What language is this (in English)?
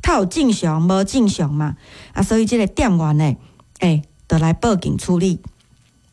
Min Nan Chinese